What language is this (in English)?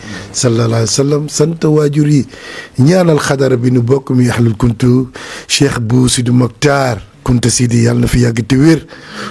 Wolof